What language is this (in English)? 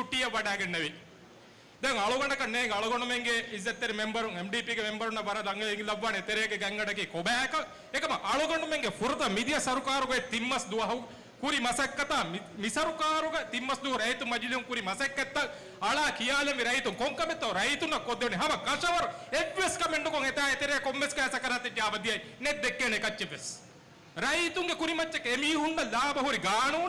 Divehi